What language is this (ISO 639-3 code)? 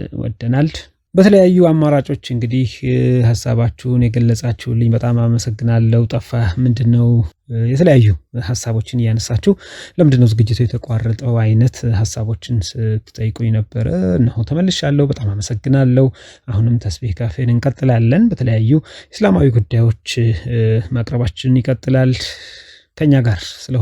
amh